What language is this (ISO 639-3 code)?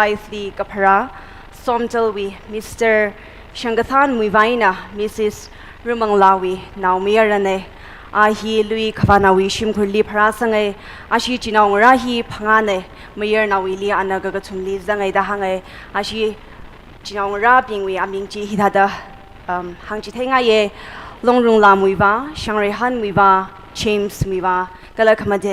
nmf